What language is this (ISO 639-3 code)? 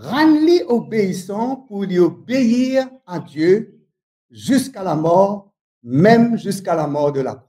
mfe